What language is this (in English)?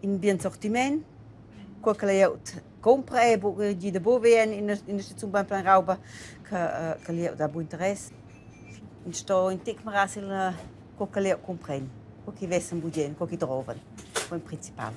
Romansh